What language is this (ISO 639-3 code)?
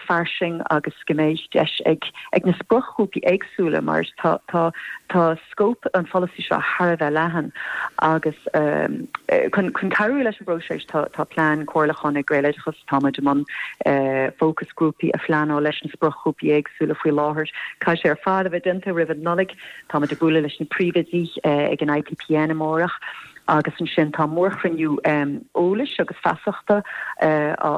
gle